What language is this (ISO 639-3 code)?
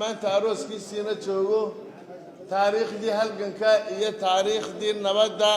som